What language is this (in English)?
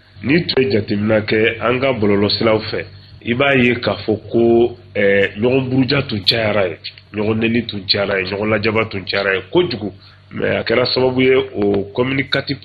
Bambara